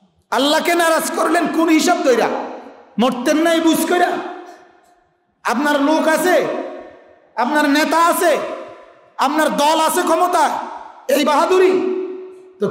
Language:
Bangla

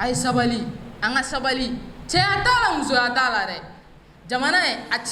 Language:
Bambara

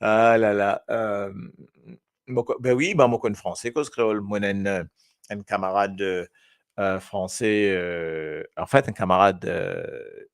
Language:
Morisyen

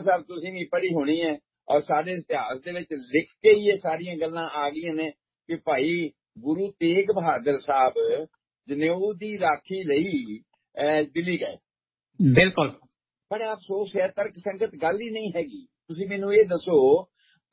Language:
Punjabi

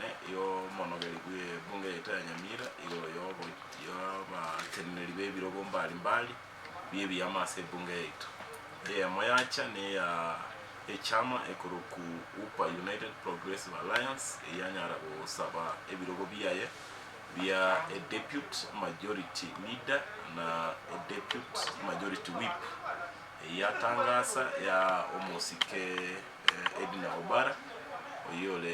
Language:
Gusii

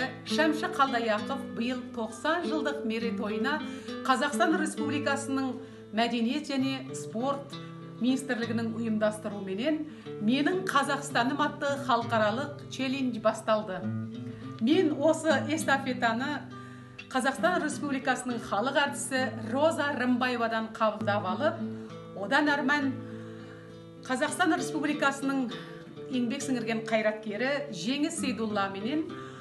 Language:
Kazakh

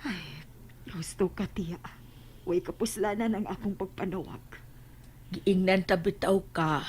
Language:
Cebuano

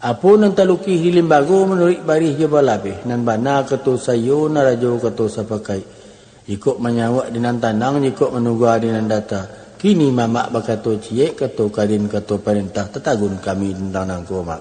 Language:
Minangkabau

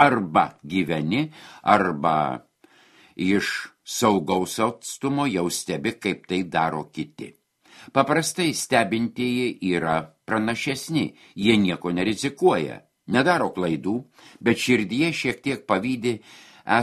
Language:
Lithuanian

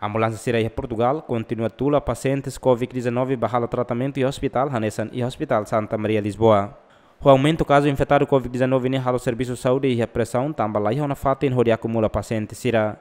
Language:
Tetum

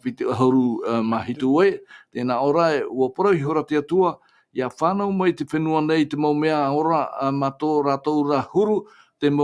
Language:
Tahitian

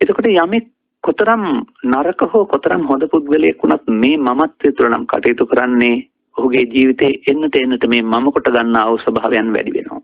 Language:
Sinhala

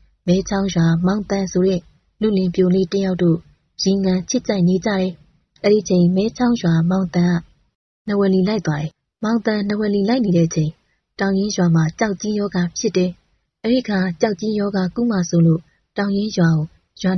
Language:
Burmese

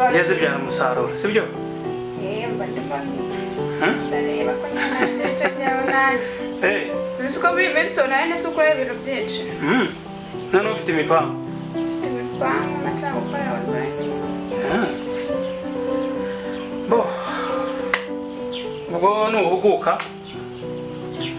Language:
Kinyarwanda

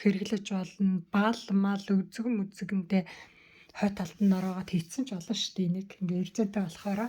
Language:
Mongolian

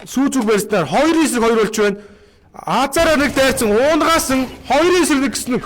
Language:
Mongolian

